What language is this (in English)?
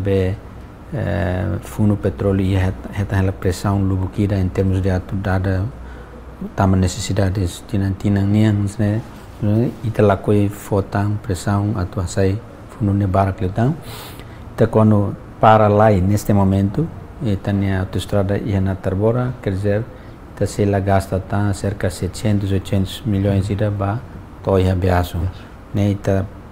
Tetum